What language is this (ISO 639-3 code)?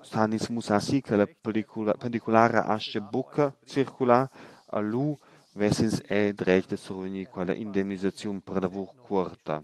roh